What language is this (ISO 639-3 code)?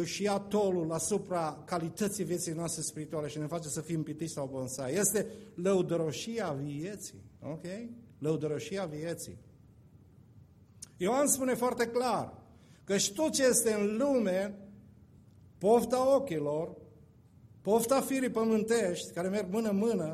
ron